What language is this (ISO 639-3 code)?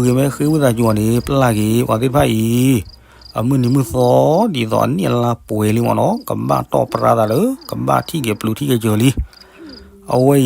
ksw